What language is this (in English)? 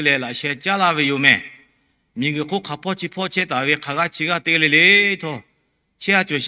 Lahu